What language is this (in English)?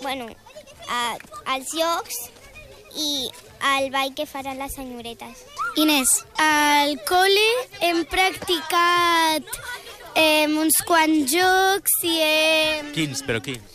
Catalan